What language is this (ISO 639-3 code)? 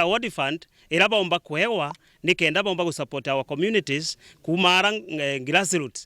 mer